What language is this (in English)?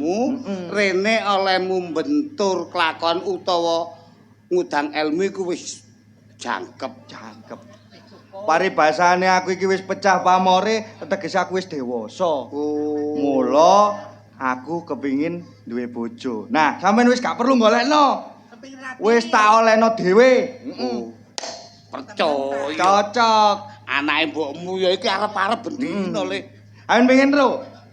Javanese